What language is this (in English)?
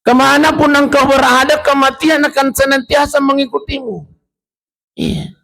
Buginese